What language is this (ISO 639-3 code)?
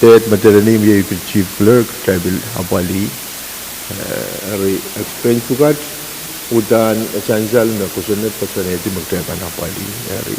pon